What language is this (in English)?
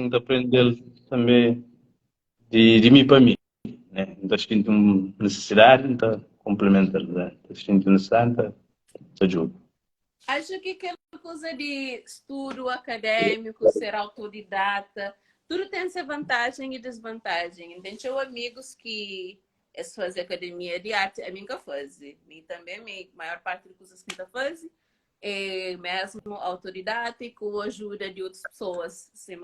Kabuverdianu